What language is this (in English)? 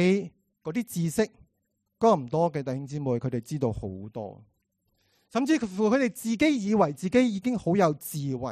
Cantonese